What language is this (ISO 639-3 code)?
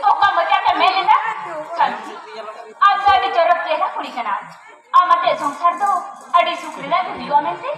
sat